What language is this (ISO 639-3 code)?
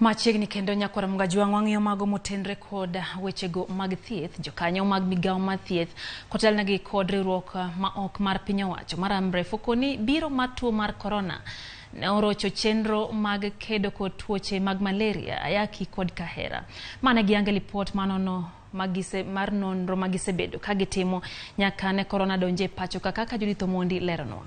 luo